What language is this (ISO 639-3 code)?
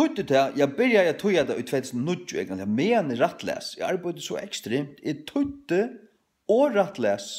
fao